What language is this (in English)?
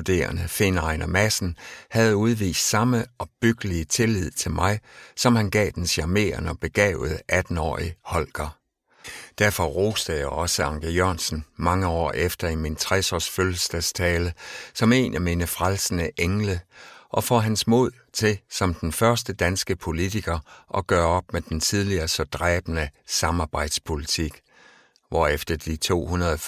Danish